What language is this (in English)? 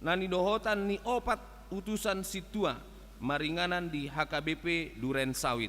Batak Toba